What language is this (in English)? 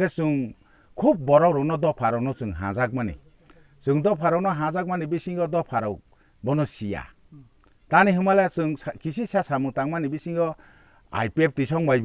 Kok Borok